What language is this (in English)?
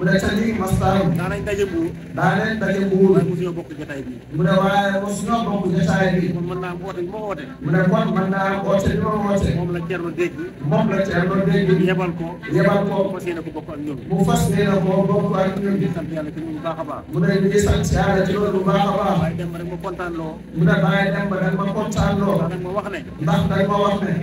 Wolof